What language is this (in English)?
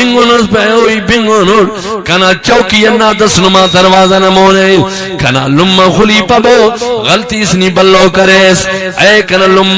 Brahui